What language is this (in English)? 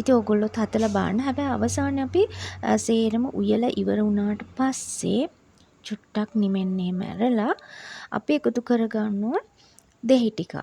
Sinhala